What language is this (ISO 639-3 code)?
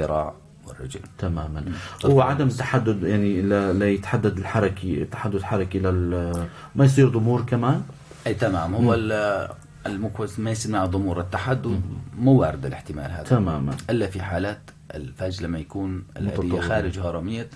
apc